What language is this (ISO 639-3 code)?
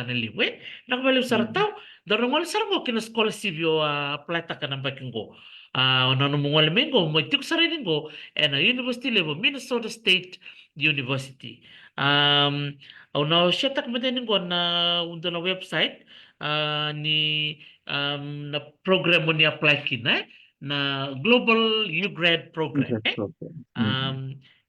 fij